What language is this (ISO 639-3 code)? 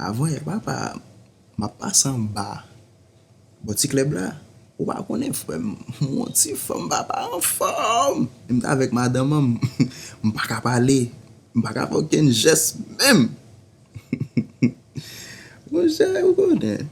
hat